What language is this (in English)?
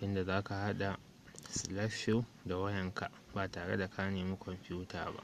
Hausa